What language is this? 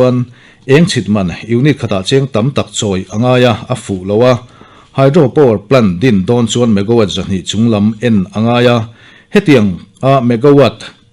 Mizo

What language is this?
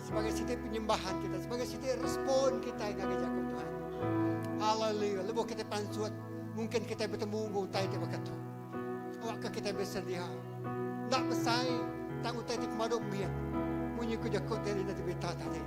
Iban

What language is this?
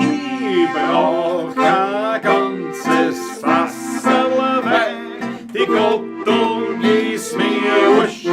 Bavarian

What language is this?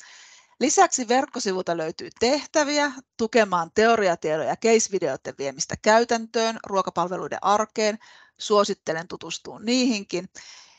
Finnish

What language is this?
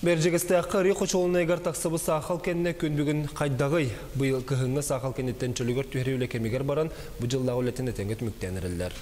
Yakut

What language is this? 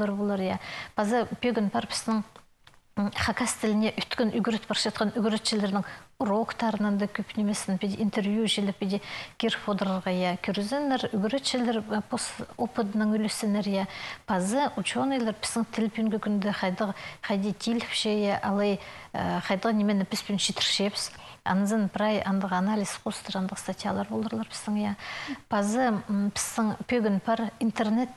Khakas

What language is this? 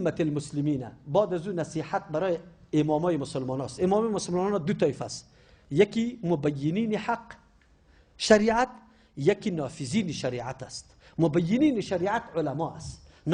Persian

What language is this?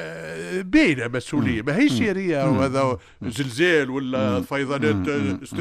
Tunisian Arabic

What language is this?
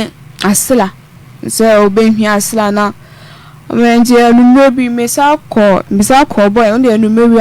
Akan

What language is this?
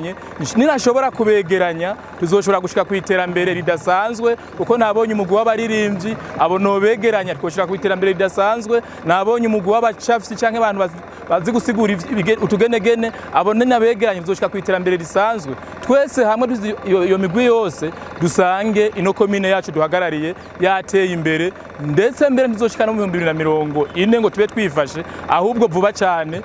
Rundi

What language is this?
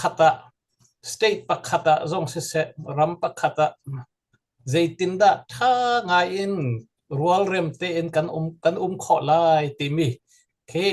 Hakha Chin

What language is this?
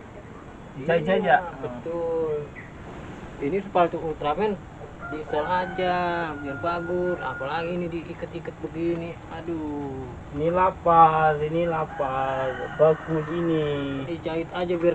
Betawi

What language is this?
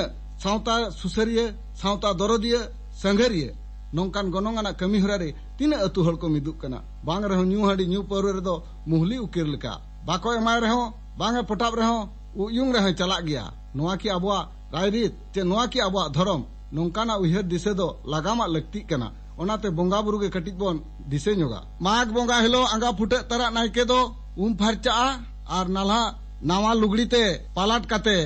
Santali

